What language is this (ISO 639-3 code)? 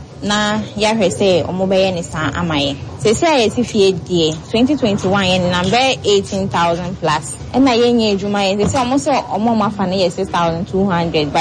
aka